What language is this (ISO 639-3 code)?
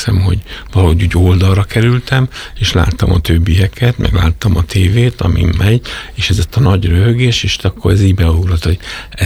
hun